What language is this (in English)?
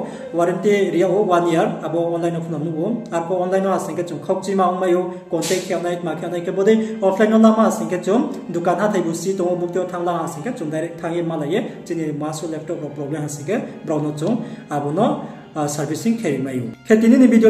Riang (India)